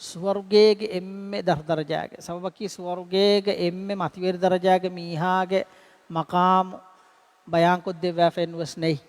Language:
Divehi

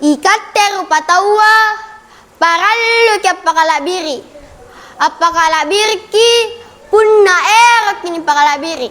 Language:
Makasar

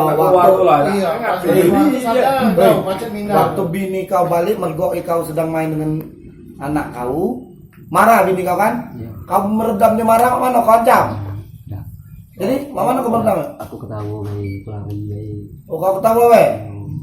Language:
Musi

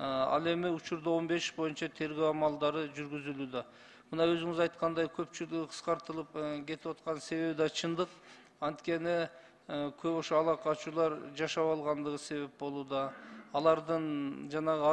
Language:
Kyrgyz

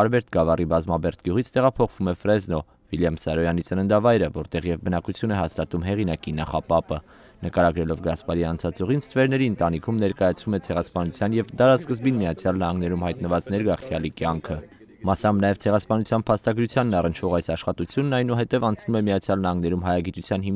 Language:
Armenian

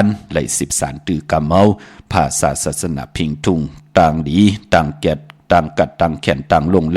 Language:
Shan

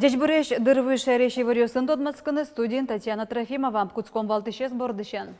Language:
Udmurt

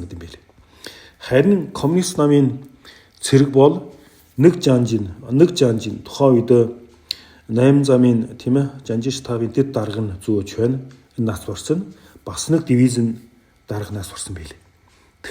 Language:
Mongolian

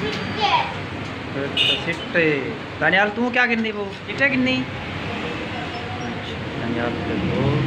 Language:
Saraiki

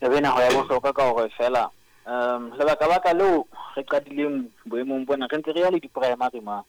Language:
Southern Sotho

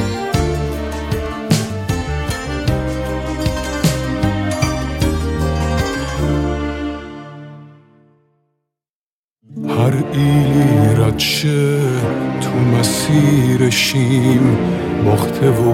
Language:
Persian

